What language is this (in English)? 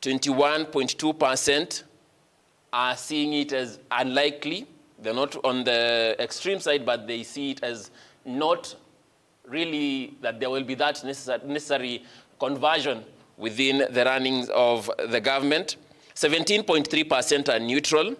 Kamba